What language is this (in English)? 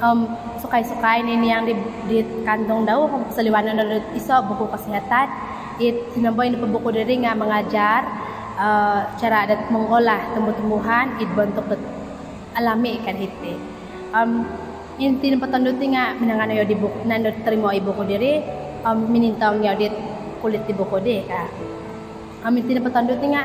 Central Dusun